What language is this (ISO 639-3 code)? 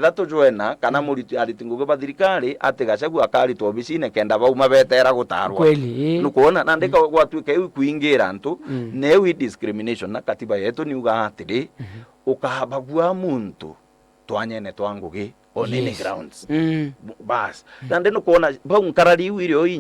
mer